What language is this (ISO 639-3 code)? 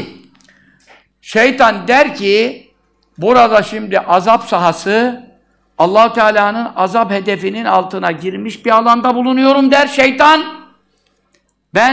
tur